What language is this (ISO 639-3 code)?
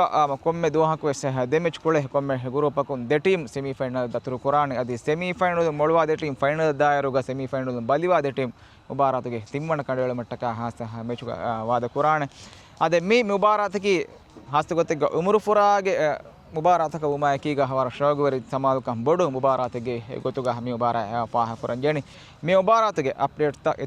div